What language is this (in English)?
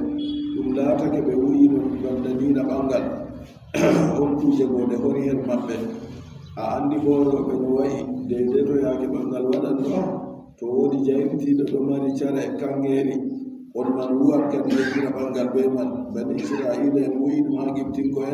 Adamawa Fulfulde